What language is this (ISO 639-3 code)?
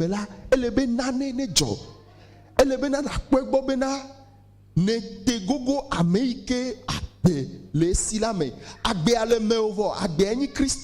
ewe